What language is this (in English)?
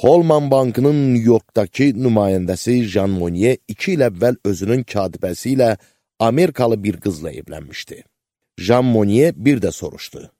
Azerbaijani